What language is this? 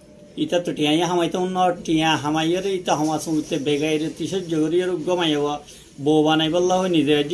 Rohingya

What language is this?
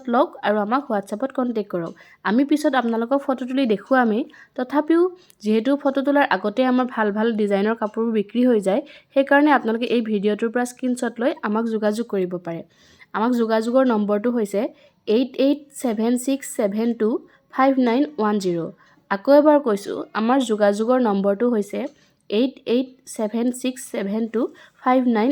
Assamese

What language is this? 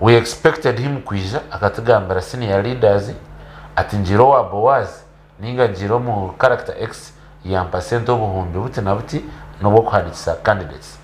Nyankole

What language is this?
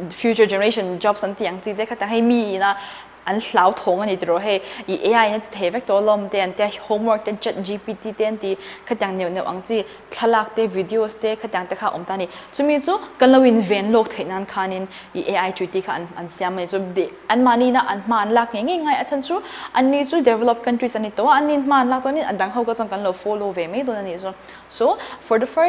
Mizo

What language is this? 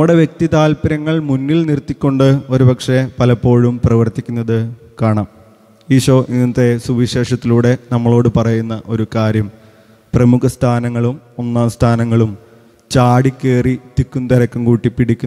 Malayalam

